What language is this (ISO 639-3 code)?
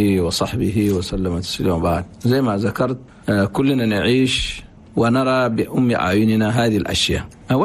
shu